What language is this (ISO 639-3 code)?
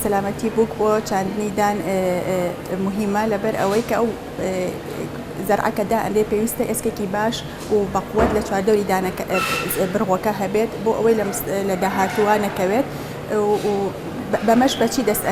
ckb